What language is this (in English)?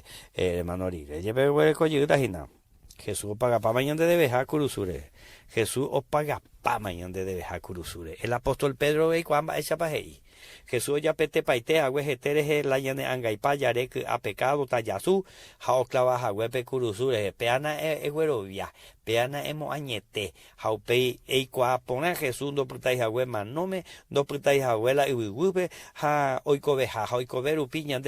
Guarani